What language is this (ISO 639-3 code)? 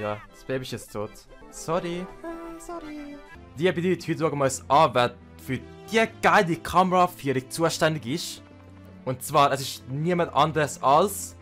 gsw